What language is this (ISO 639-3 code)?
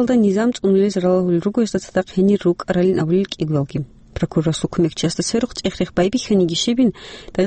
ava